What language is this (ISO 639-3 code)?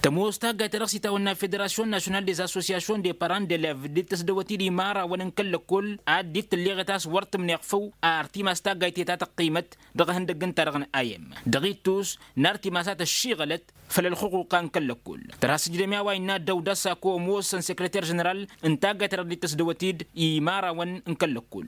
taq